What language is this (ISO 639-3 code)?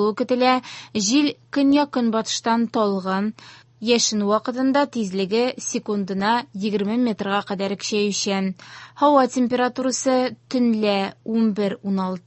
tat